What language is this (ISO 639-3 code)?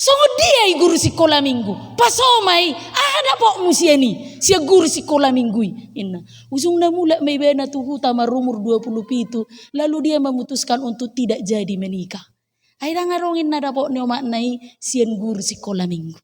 bbc